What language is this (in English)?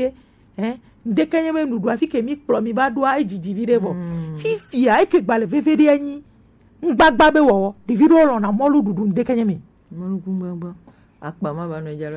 Gen